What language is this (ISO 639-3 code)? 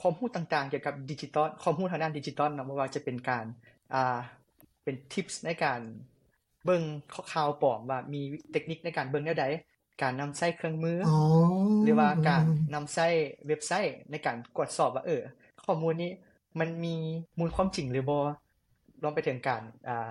lao